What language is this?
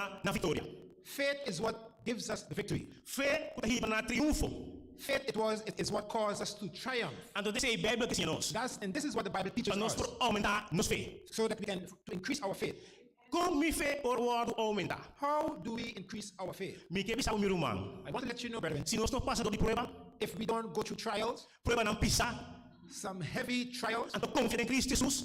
Papiamento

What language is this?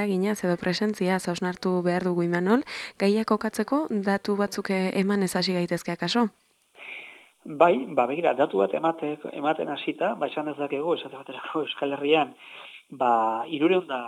Basque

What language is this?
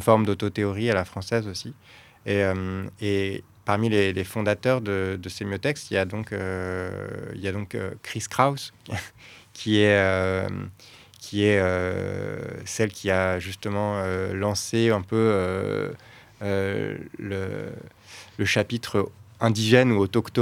French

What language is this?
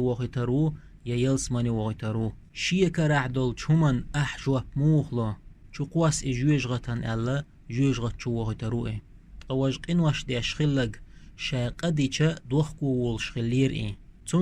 Chechen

